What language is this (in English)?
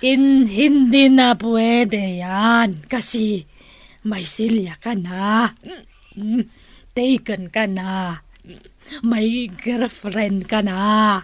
Iloko